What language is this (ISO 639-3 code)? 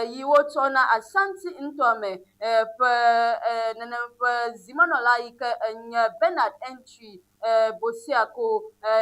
ewe